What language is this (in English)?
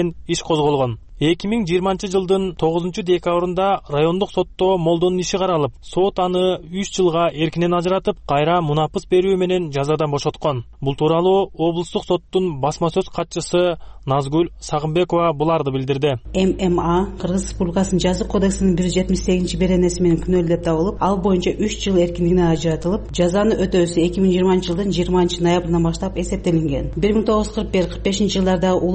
Kyrgyz